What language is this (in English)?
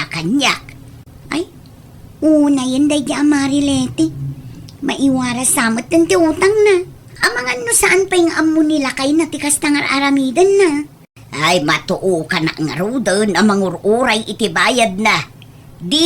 Iloko